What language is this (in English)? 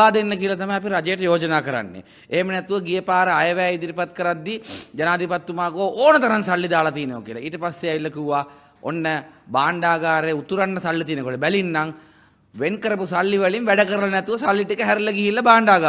Sinhala